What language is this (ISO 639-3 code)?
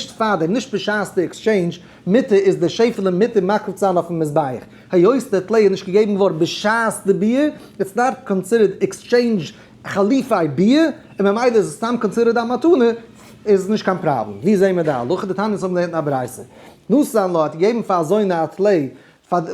yid